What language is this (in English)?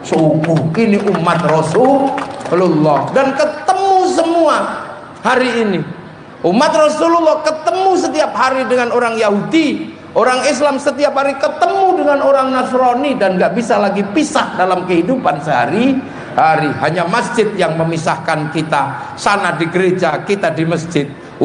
Indonesian